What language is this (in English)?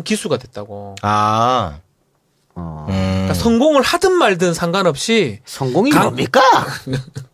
Korean